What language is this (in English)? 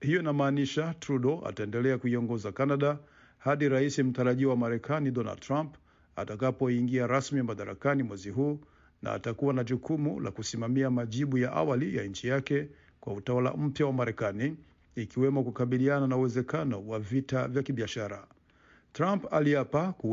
Swahili